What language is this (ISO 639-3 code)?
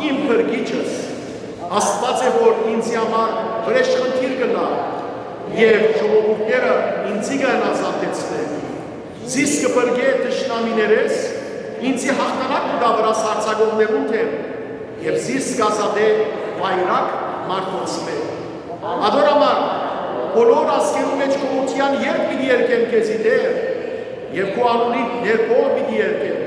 hyw